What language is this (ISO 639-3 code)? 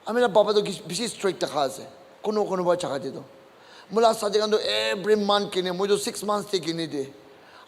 nag